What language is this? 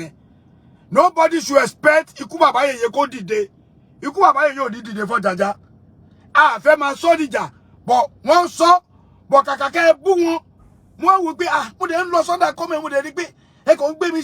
Yoruba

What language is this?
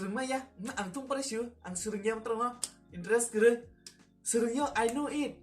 Kok Borok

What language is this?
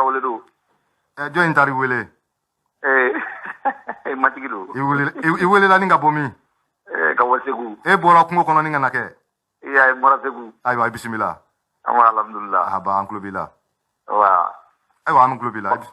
Bambara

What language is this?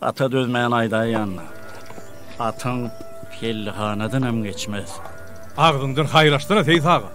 Turkmen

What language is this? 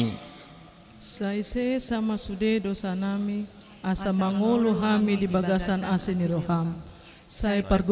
Batak Toba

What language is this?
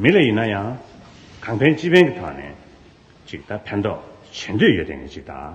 Tibetan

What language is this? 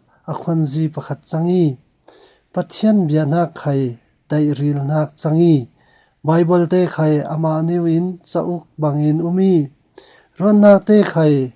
Falam Chin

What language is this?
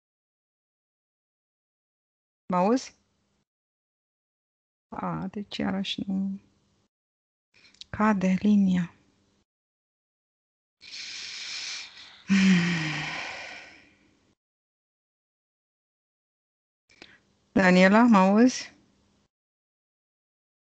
Romanian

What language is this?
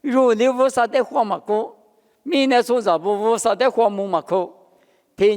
Lisu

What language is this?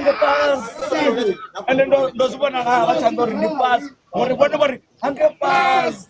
Venda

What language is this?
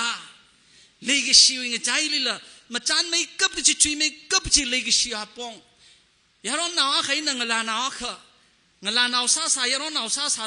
Tangkhul Naga (India)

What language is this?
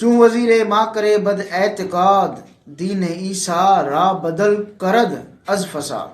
Sindhi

